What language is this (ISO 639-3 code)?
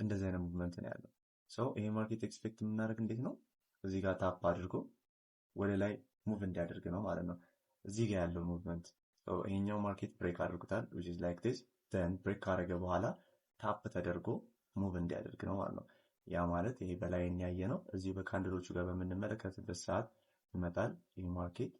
amh